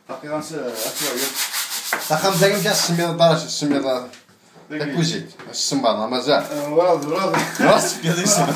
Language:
Kabyle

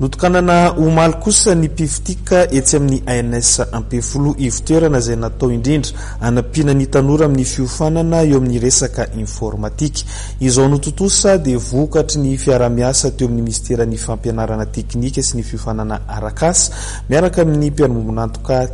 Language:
Malagasy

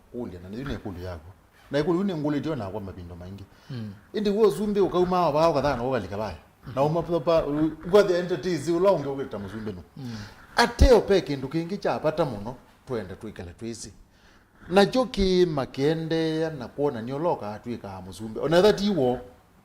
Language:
Kamba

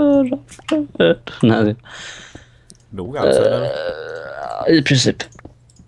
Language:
Swedish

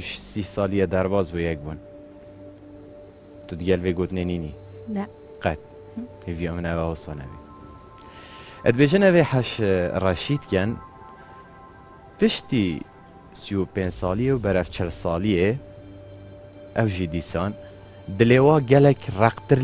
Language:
Kurdish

